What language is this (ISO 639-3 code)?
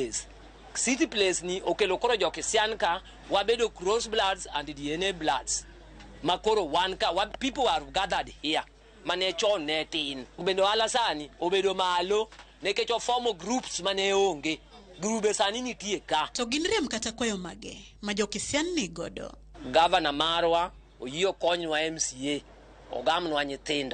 luo